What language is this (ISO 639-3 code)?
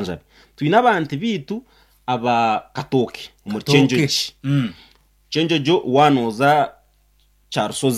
nyn